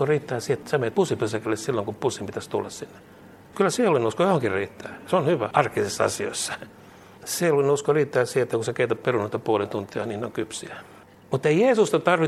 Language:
Finnish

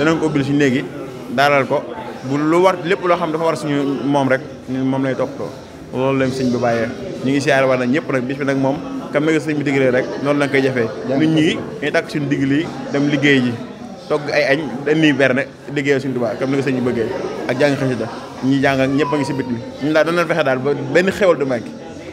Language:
Wolof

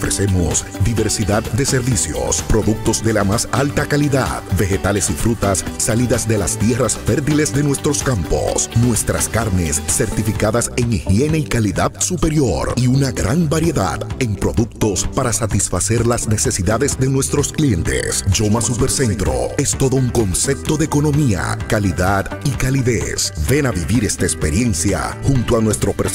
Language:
Spanish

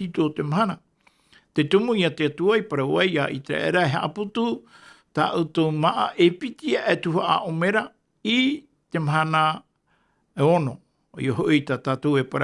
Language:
Tahitian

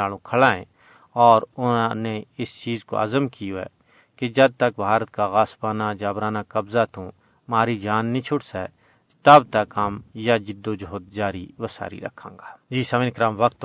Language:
Gujari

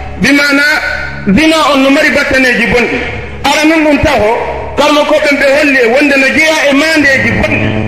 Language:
Fula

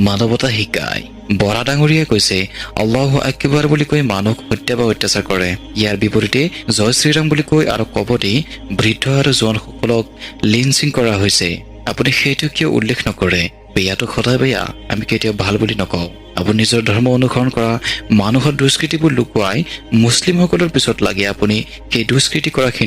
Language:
Assamese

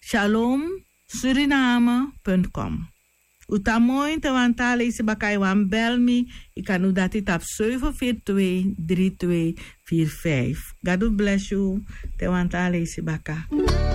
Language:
Sranan Tongo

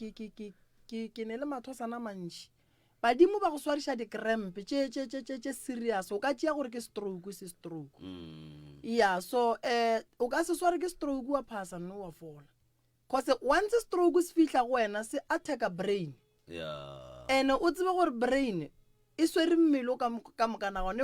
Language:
Northern Sotho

